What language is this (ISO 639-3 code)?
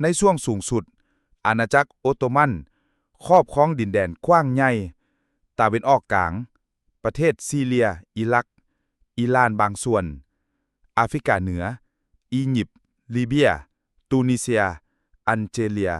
lao